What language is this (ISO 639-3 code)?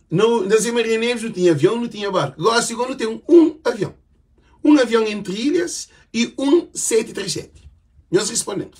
kea